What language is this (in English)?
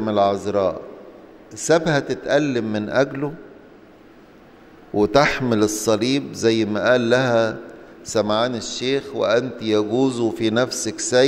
Egyptian Arabic